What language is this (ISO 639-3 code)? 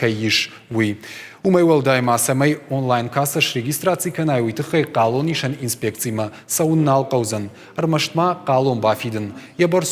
oss